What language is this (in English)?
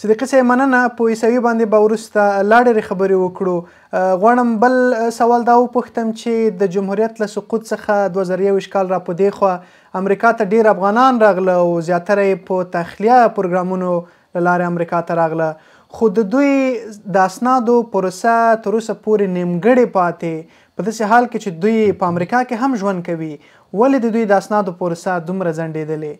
Pashto